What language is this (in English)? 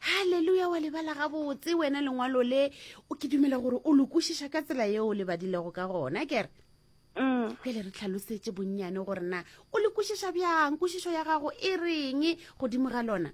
Northern Sotho